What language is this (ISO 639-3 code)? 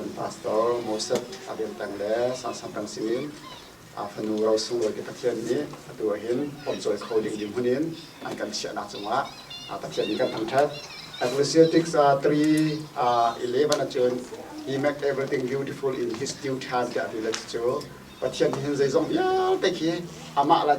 cnh